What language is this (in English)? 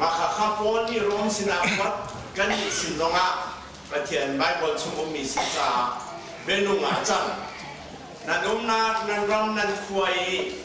Hakha Chin